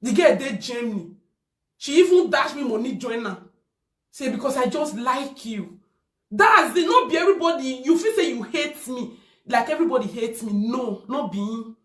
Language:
Nigerian Pidgin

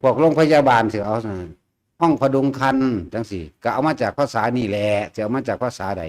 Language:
Northeastern Thai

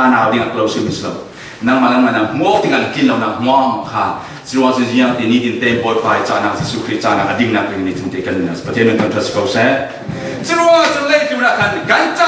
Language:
Falam Chin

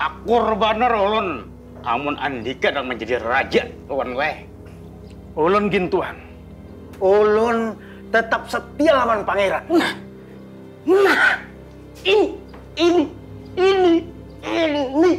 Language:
Banjar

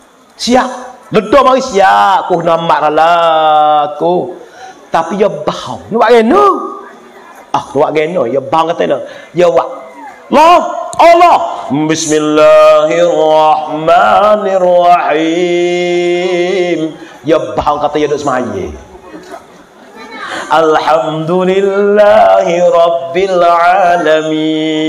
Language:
Malay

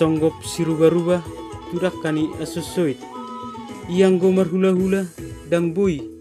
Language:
Batak Toba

